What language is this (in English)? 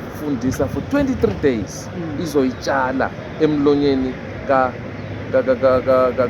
Zulu